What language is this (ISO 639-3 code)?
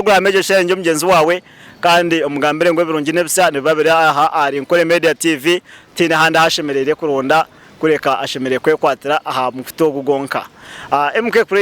nyn